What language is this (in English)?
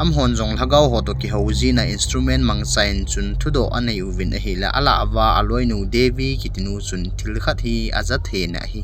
Thado Chin